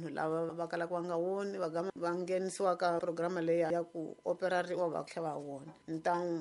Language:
Tsonga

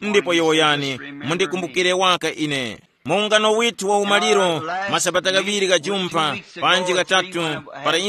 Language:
Tumbuka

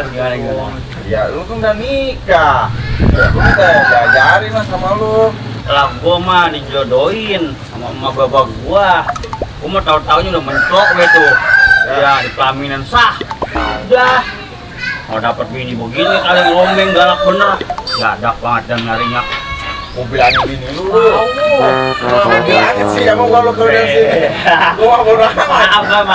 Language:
Betawi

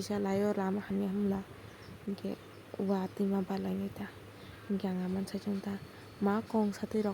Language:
Kok Borok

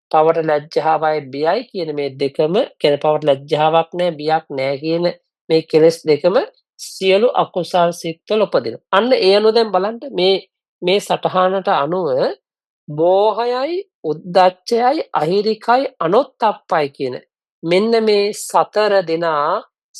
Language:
Sinhala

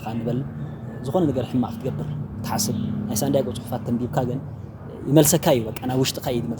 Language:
Tigrinya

